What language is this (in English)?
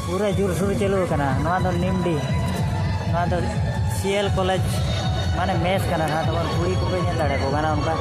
Santali